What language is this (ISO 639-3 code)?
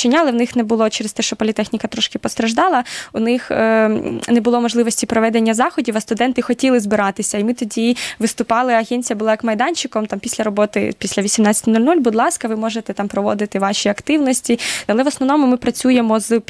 ukr